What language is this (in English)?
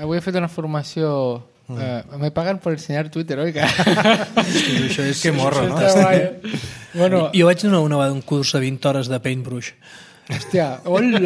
Catalan